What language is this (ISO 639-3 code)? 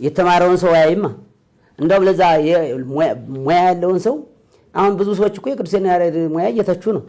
amh